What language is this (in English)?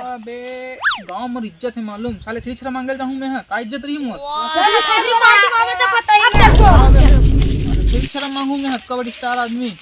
Chhattisgarhi